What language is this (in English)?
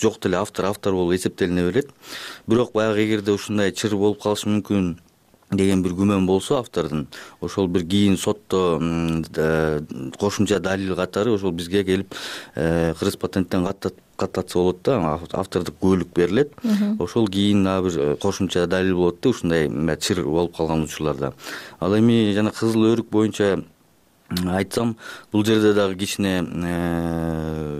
Kyrgyz